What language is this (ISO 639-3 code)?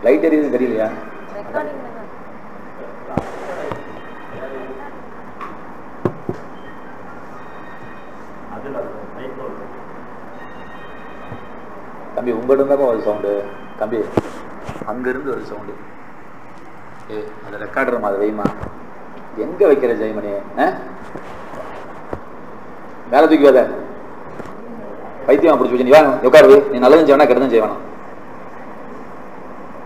tam